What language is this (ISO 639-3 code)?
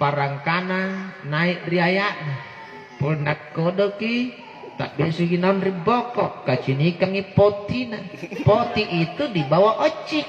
mak